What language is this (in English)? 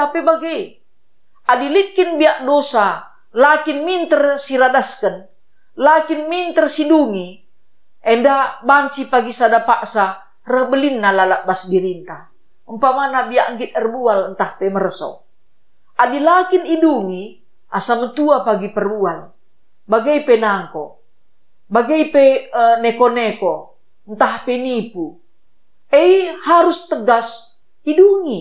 Batak Karo